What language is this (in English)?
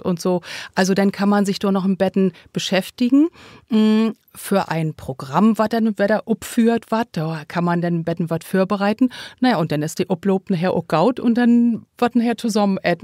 Low German